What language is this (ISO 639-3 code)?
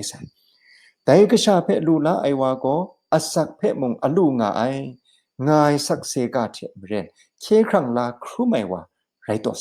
kac